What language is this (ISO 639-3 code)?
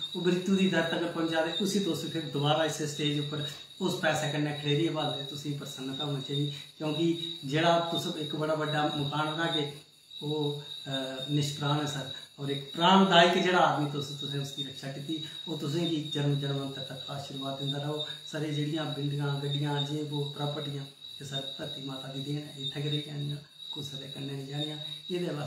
doi